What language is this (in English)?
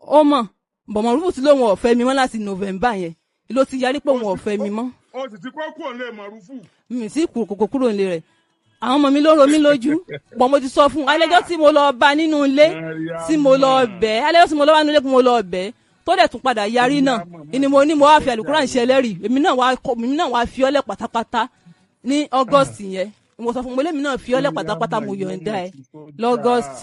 Yoruba